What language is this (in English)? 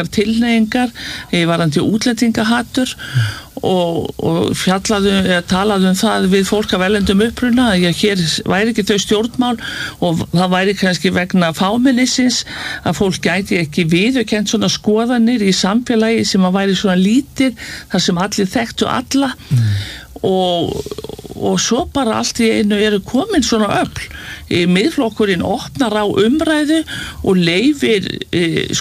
Icelandic